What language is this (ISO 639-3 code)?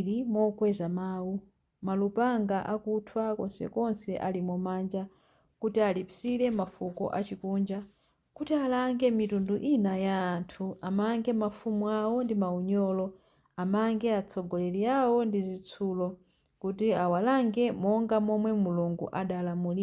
nya